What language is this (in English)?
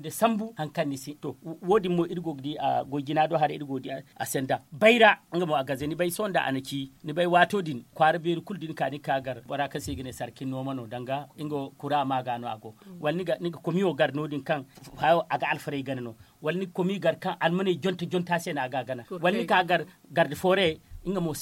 Zarma